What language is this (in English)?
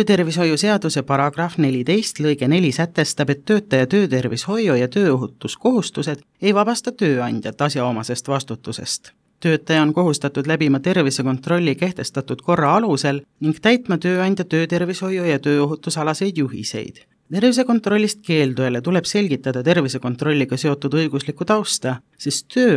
Estonian